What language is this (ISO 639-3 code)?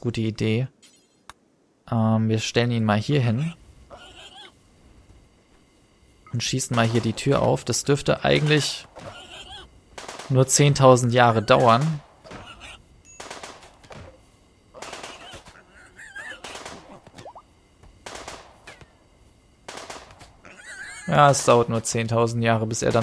deu